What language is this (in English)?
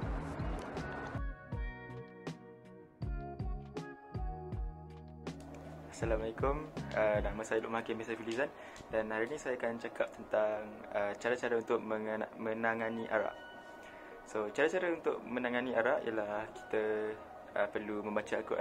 Malay